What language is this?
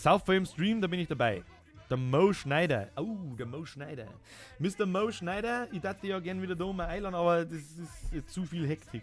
Bavarian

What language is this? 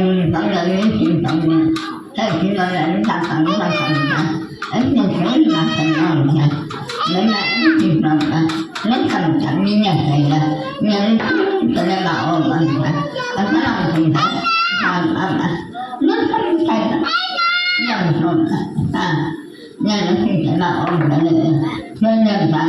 Mara Chin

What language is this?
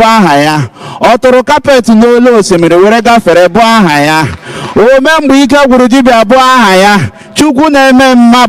Igbo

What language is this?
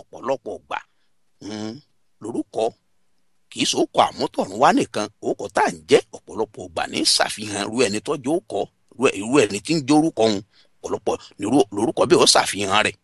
Yoruba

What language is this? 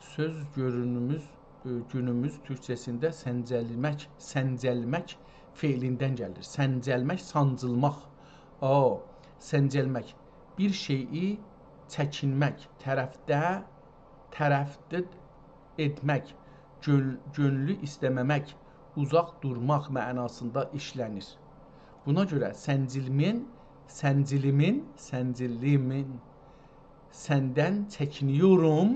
South Azerbaijani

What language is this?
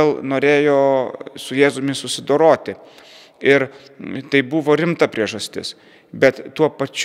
Lithuanian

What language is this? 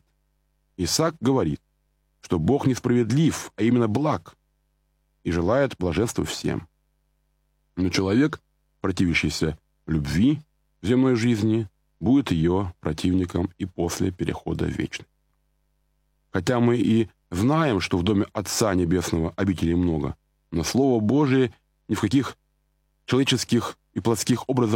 Russian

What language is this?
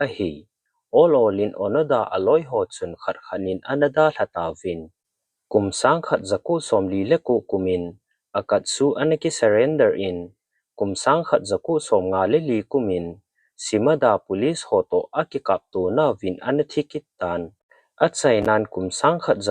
Thado Chin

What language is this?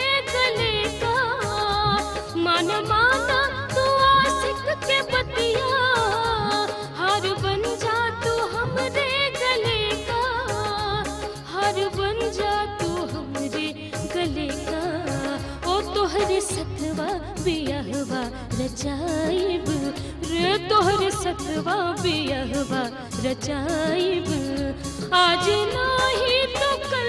Bhojpuri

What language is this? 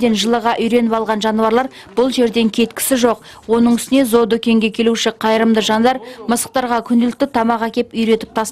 Kazakh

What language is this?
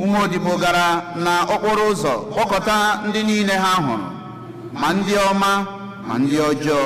Igbo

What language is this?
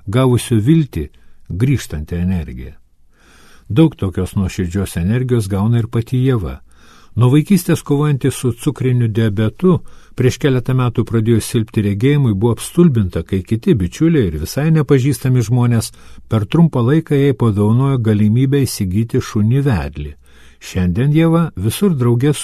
Lithuanian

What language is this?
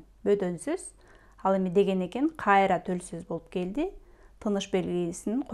Kyrgyz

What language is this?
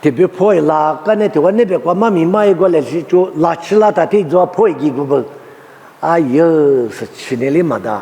Lisu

